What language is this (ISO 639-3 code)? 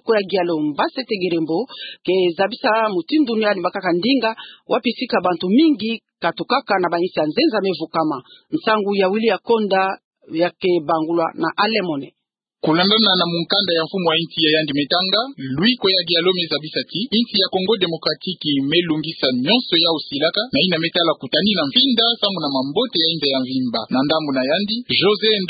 ktu